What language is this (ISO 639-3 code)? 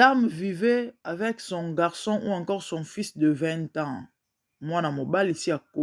lin